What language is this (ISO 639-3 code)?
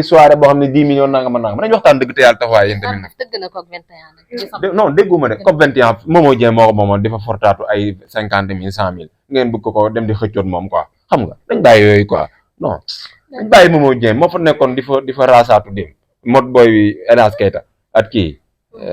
wol